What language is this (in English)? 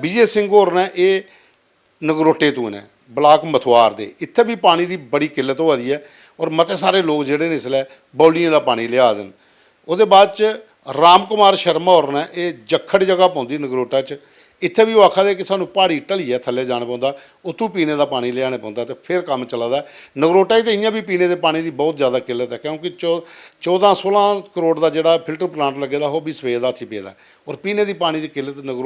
Dogri